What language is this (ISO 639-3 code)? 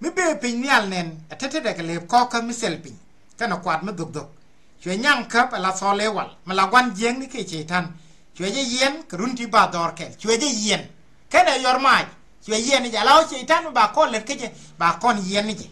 nus